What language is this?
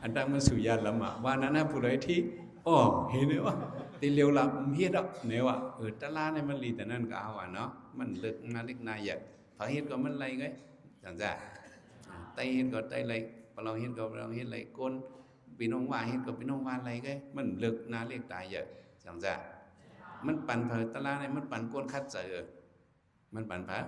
Shan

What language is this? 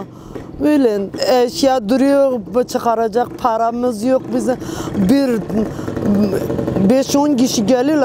Turkish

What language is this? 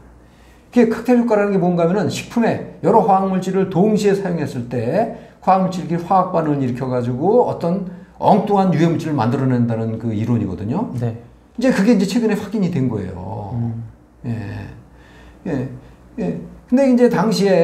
Korean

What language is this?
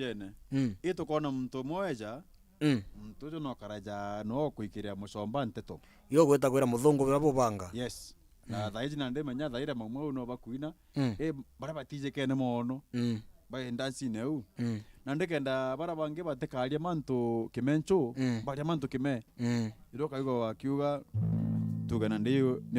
Meru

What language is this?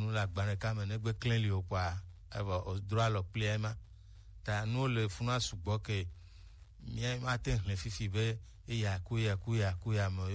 Gen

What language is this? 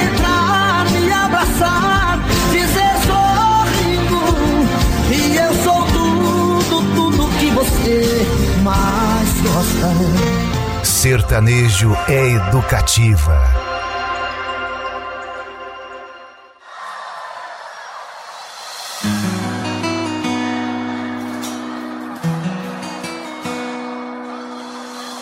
Portuguese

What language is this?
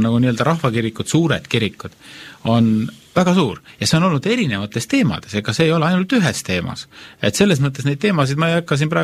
Estonian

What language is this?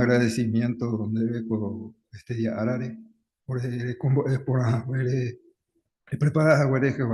Guarani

